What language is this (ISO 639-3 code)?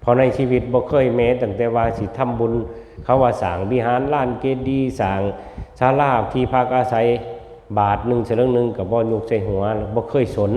tts